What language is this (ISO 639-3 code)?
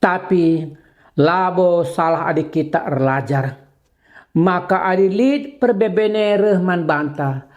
btx